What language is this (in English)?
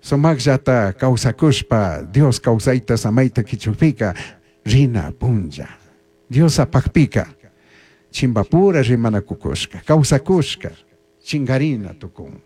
Chimborazo Highland Quichua